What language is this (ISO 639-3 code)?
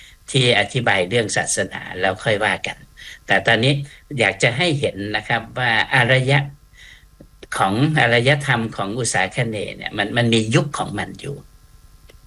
tha